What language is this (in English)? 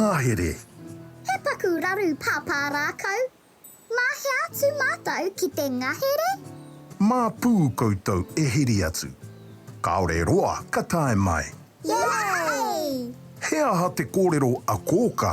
Māori